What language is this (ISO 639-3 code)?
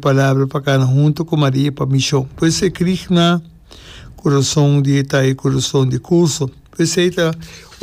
pap